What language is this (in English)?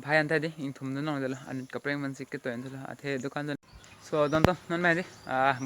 Karbi